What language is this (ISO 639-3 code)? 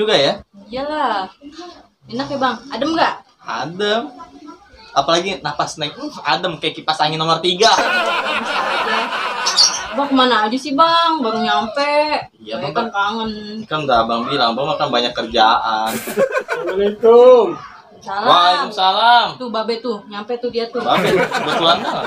bew